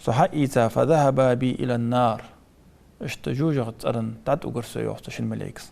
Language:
Ingush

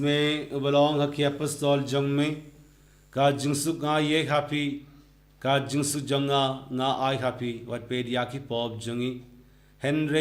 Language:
Khasi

